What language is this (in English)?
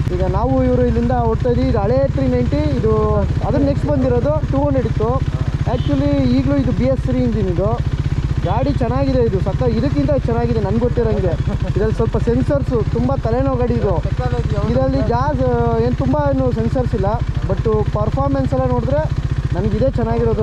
Kannada